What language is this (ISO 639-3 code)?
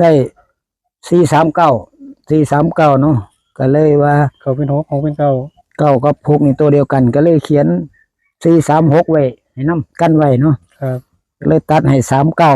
tts